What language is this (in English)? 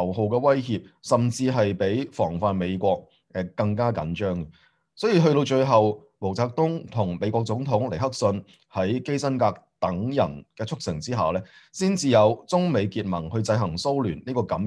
Cantonese